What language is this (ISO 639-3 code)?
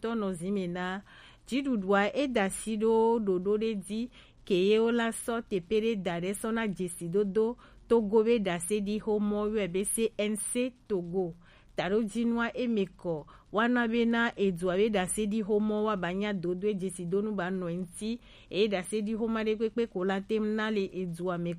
gej